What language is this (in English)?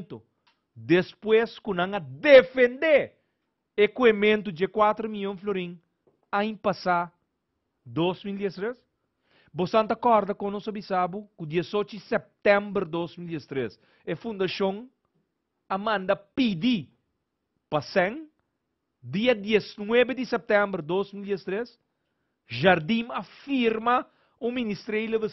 Papiamento